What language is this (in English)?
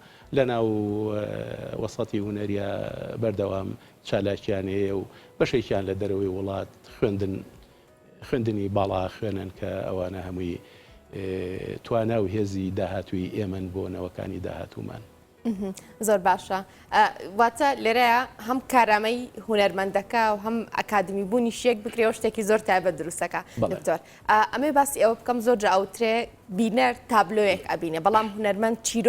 Central Kurdish